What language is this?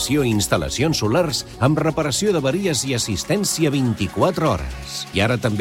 Catalan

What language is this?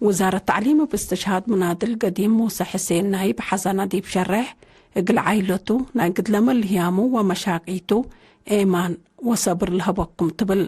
Tigre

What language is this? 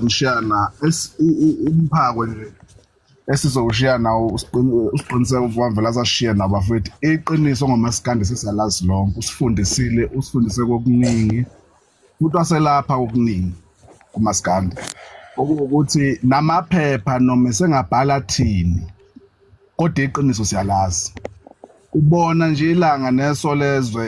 Zulu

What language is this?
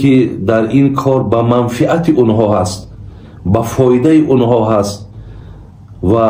Tajik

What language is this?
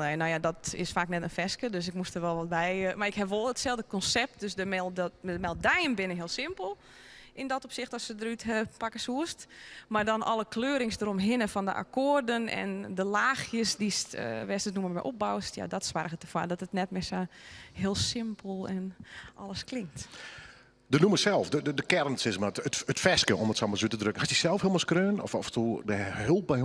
Western Frisian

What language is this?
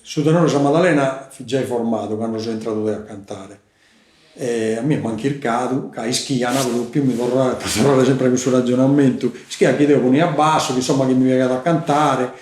Sardinian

